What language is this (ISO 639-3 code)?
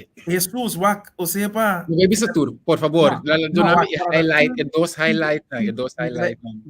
pap